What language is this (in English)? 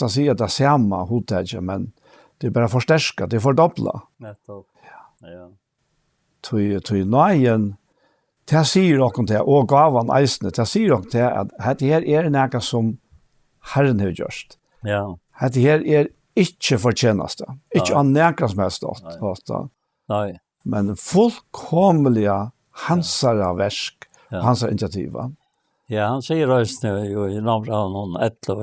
Faroese